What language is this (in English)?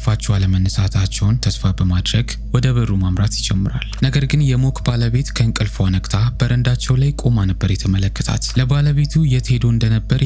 Amharic